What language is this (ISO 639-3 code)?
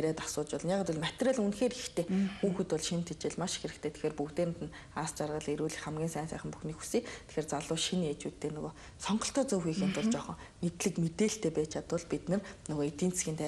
mon